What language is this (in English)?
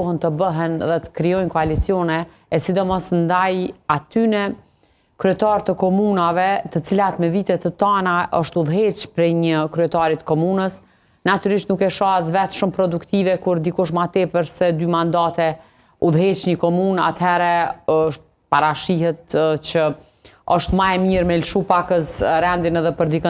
Albanian